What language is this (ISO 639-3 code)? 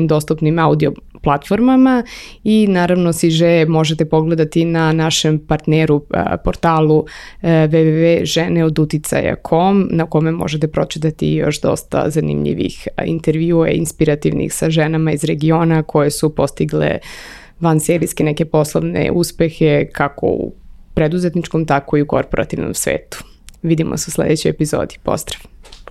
srp